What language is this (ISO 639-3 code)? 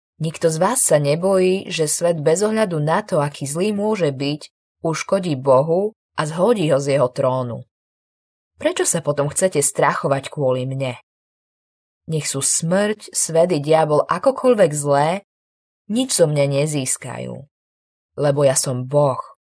slk